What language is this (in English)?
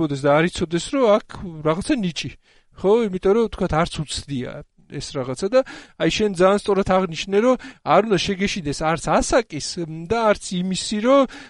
Georgian